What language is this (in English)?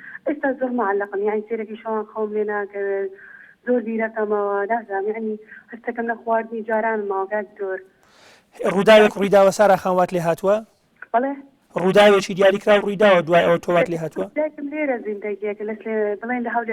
Central Kurdish